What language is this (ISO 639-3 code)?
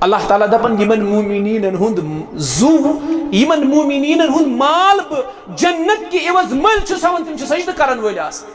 kas